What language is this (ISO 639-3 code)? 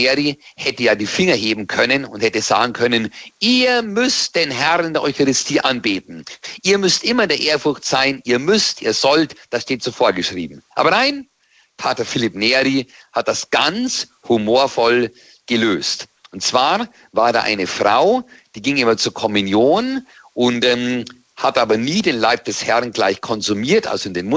deu